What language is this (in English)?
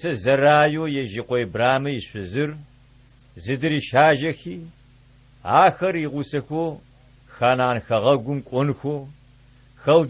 Adyghe